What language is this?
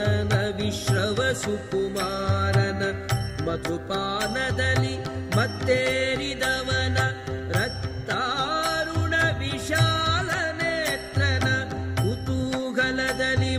Kannada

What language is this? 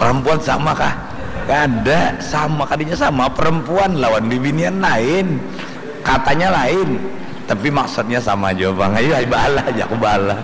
Banjar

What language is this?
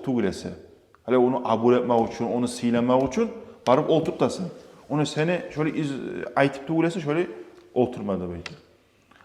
Kumyk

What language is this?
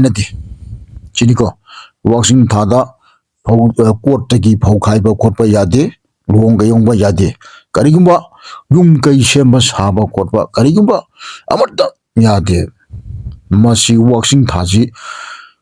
Manipuri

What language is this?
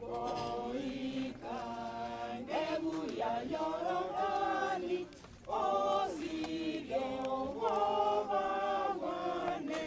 Gusii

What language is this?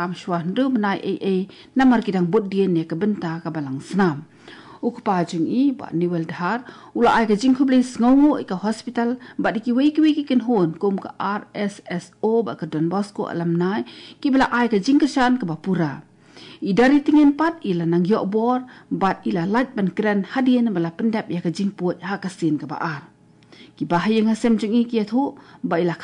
Khasi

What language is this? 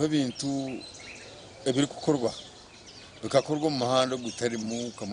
Nyankole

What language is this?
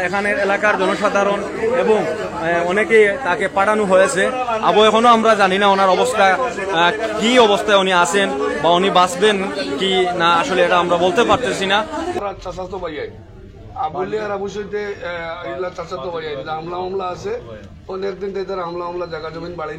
Sylheti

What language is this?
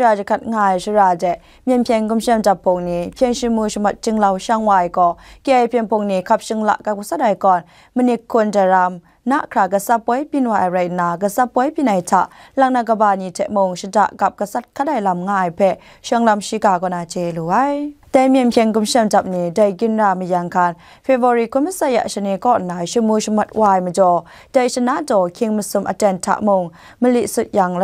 Kachin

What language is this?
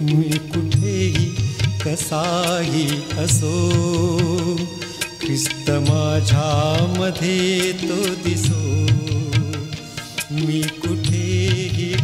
Marathi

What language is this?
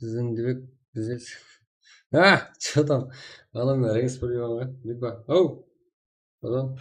Kara-Kalpak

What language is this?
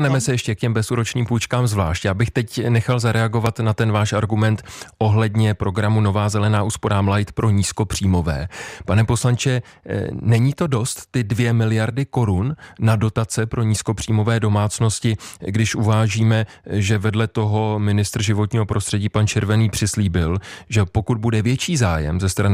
Czech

